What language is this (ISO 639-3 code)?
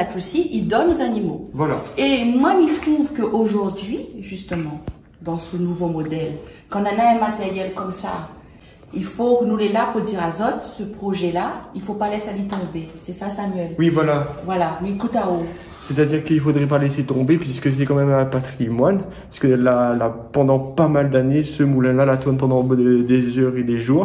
rcf